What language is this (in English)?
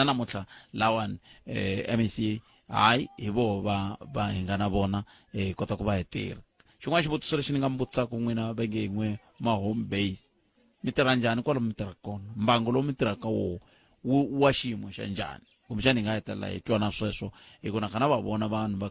Tsonga